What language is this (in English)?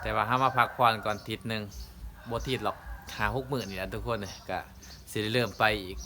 Lao